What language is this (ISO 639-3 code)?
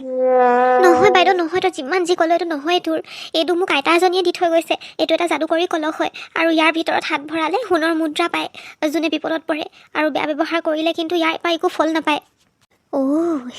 asm